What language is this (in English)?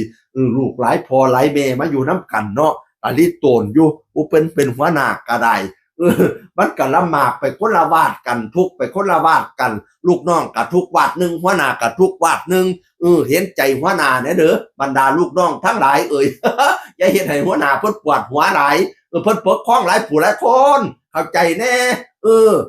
Northeastern Thai